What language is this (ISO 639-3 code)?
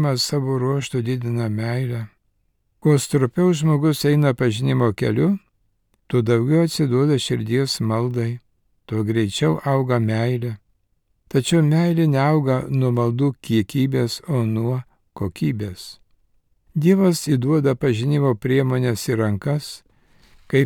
lit